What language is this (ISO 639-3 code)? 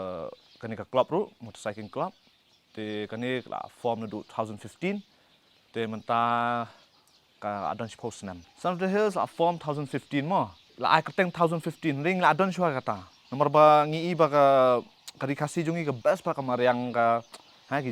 kha